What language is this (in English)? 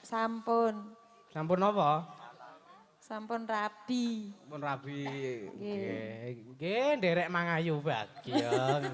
Javanese